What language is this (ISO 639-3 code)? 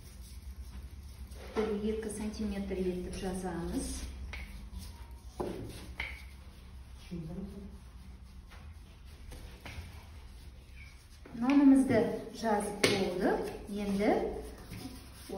kaz